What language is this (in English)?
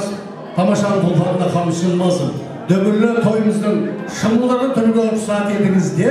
Kara-Kalpak